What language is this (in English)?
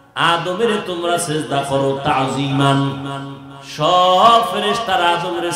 Bangla